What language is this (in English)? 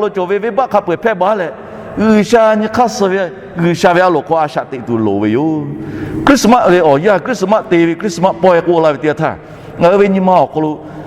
Lahu